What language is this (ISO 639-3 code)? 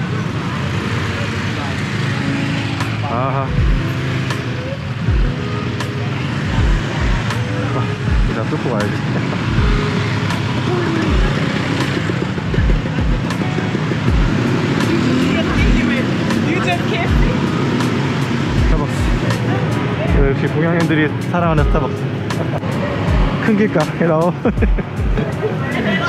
kor